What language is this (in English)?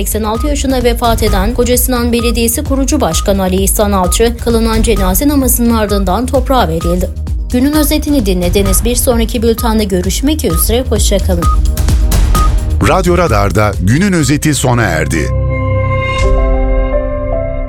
Turkish